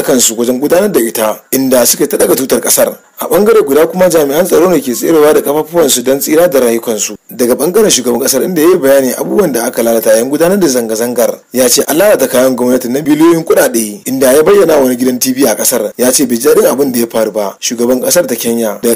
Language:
Hausa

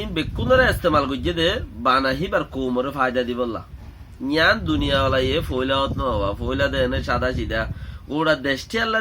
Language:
Rohingya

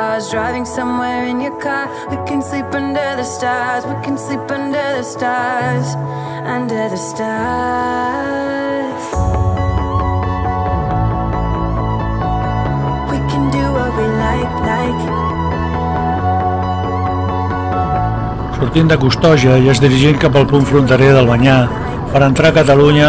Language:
Catalan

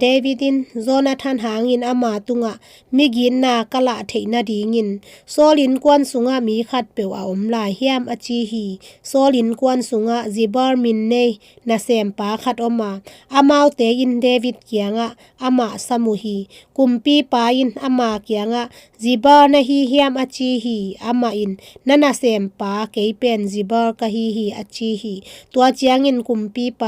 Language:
Tedim Chin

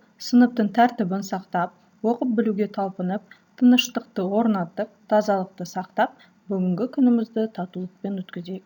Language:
Kazakh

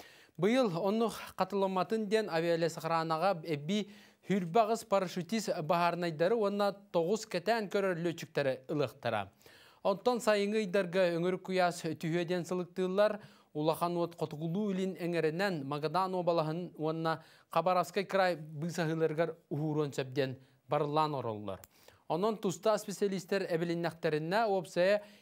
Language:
Yakut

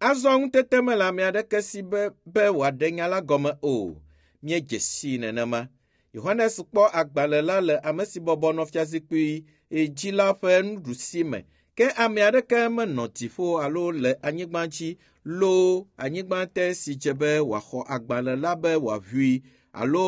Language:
Ewe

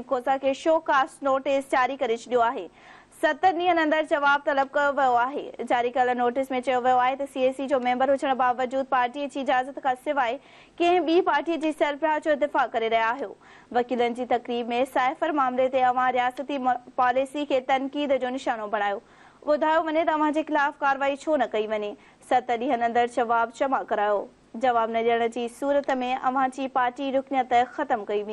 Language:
Sindhi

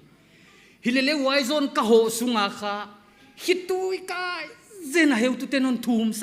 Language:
Paite Chin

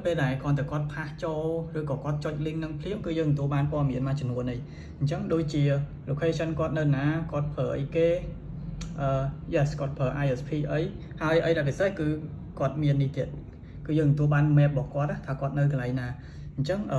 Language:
Khmer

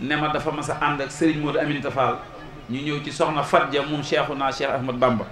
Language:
Wolof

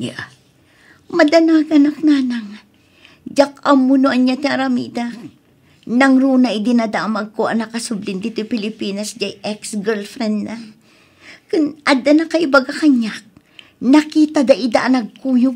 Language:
Iloko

